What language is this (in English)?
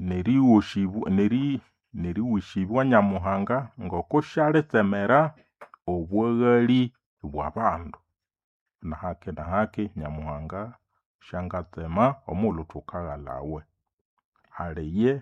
Nande